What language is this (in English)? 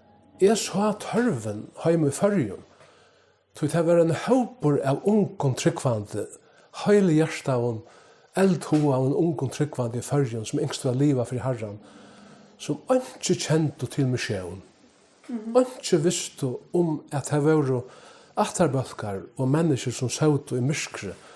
Faroese